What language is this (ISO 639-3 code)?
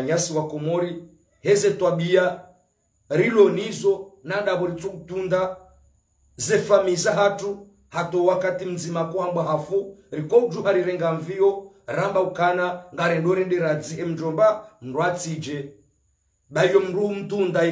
zdj